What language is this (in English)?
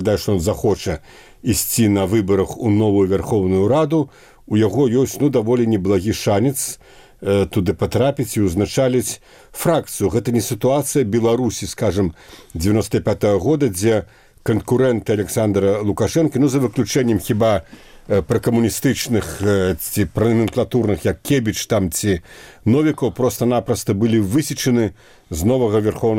Belarusian